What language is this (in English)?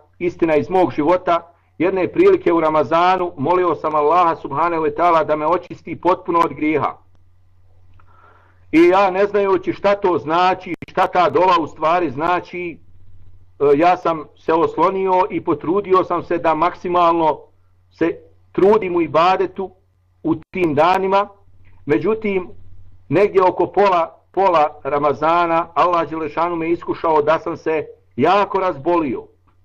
Bosnian